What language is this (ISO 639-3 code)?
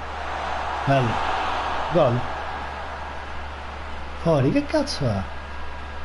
ita